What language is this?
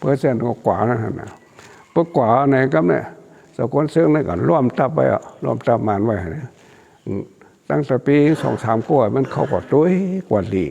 Shan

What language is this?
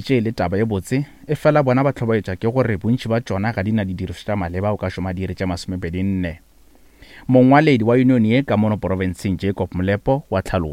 Northern Sotho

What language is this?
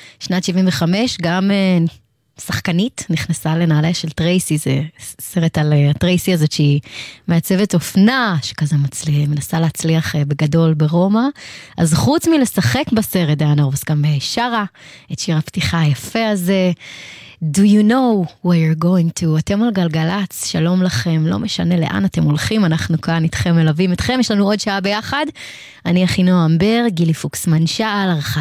Hebrew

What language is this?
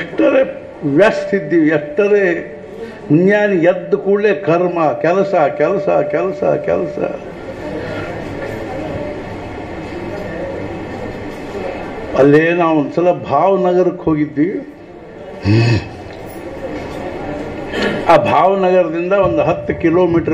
Kannada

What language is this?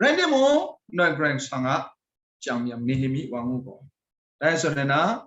Kachin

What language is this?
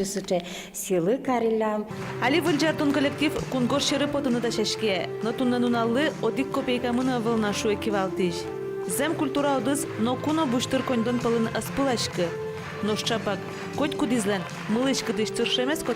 Udmurt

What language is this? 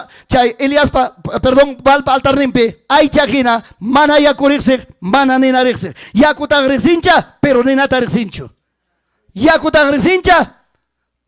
Ayacucho Quechua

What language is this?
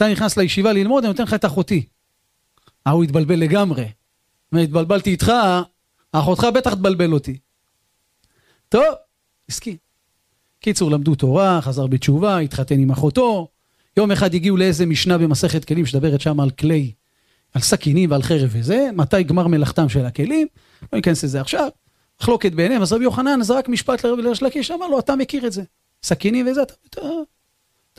Hebrew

